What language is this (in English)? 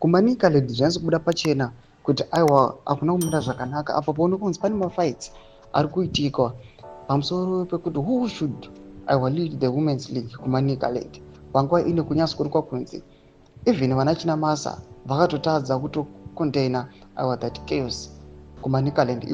Shona